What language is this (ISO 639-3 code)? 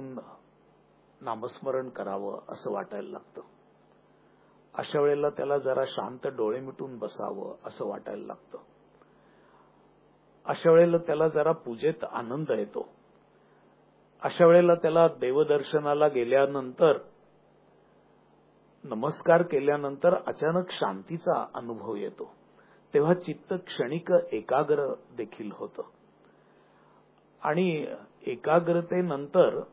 mar